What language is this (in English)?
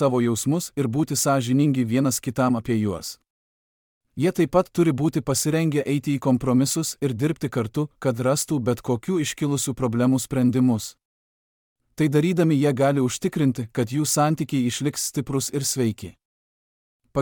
Lithuanian